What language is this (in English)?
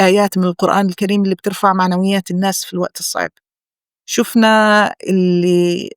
North Levantine Arabic